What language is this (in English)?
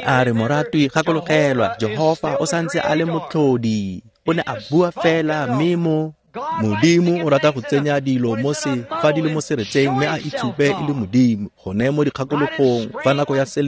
Tswana